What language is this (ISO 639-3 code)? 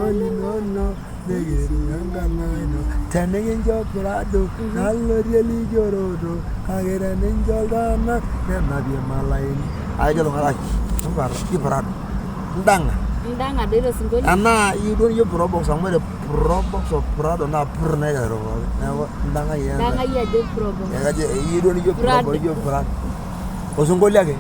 mas